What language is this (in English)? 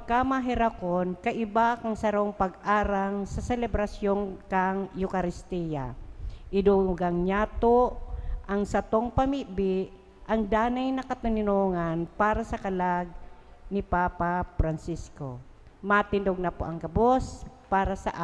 Bikol